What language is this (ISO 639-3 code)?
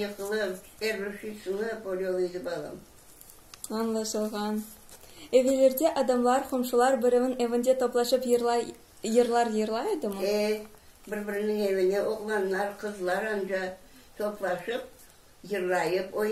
crh